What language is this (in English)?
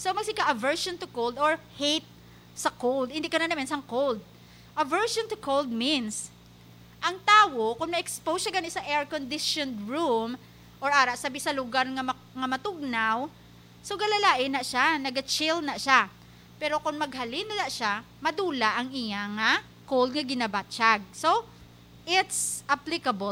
Hiligaynon